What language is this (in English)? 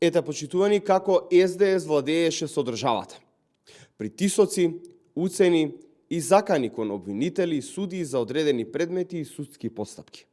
Macedonian